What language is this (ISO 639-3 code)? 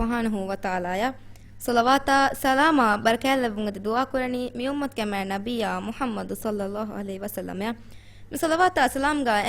div